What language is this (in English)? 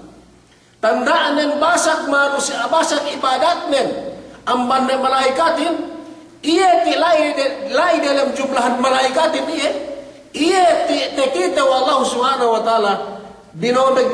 Yakan